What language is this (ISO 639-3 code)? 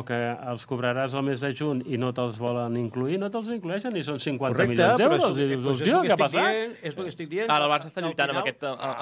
cat